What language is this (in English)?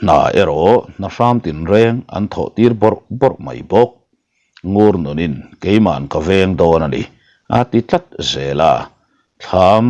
Mizo